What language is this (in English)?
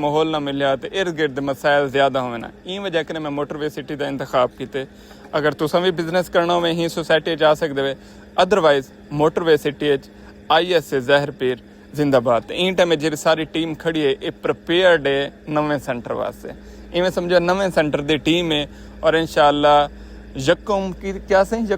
Saraiki